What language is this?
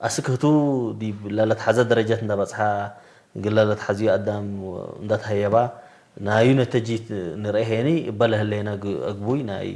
Tigre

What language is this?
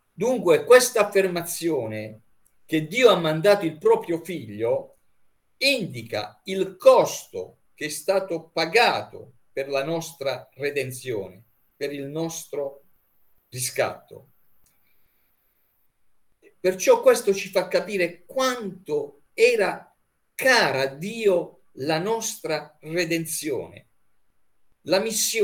Italian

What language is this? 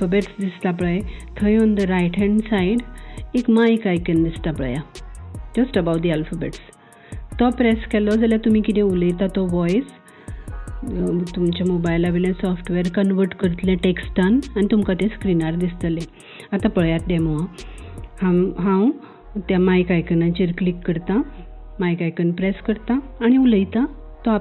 Konkani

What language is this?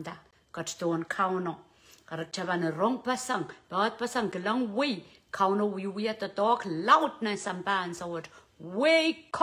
Pohnpeian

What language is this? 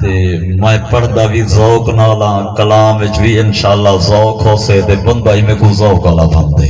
Saraiki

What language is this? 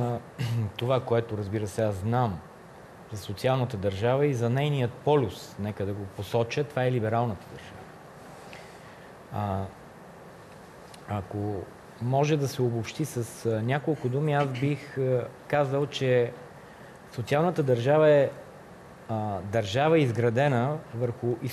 Bulgarian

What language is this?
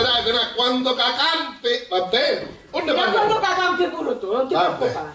Sicilian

